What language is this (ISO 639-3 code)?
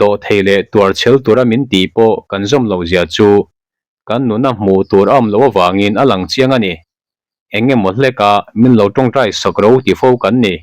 lus